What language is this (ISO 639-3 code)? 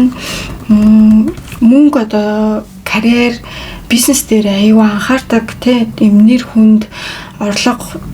mon